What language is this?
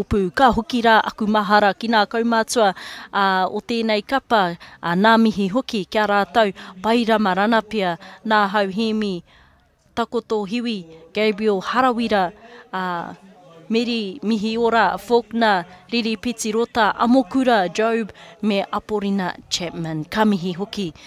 Māori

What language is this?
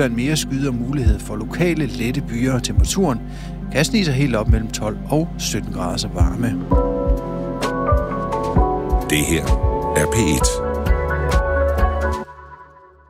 Danish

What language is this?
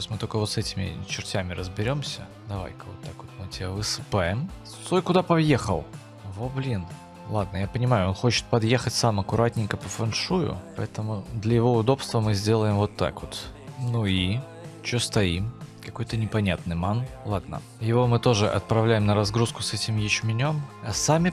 Russian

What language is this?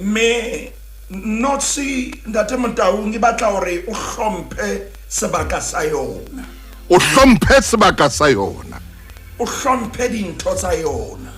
Southern Sotho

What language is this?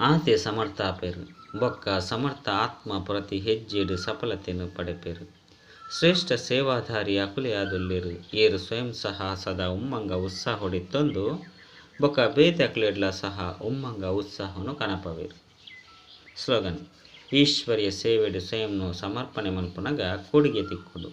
Tulu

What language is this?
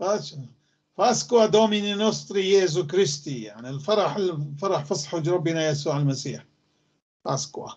North Levantine Arabic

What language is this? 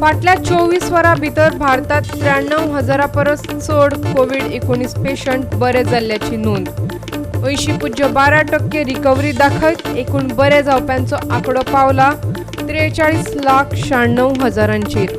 Konkani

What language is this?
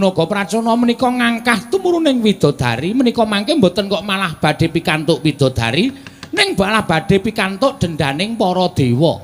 Javanese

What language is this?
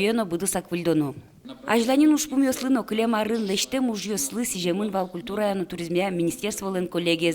Udmurt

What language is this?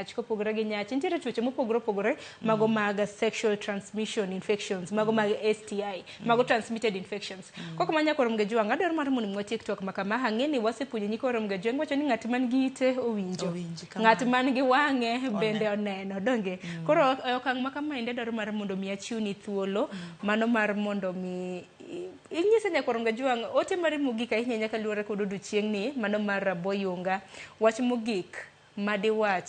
Luo (Kenya and Tanzania)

